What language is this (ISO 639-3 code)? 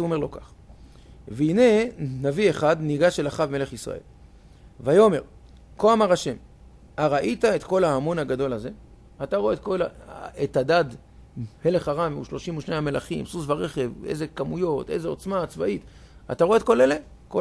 heb